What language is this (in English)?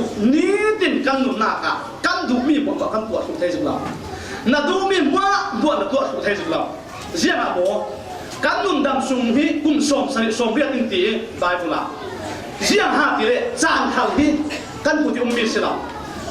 Falam Chin